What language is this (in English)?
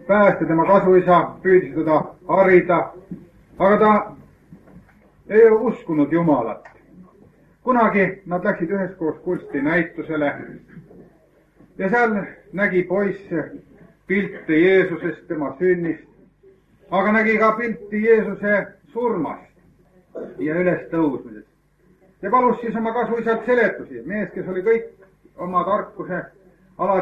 Estonian